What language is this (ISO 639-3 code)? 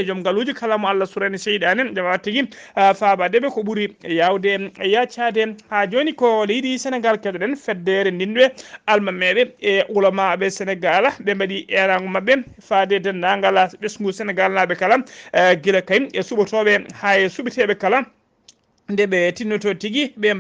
ful